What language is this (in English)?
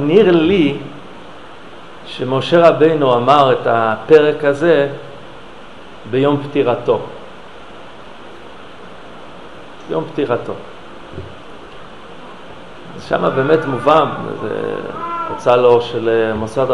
Hebrew